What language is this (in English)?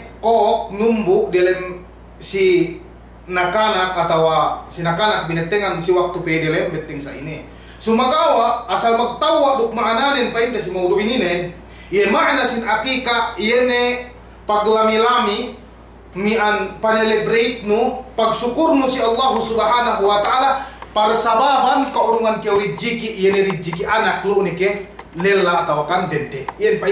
Yakan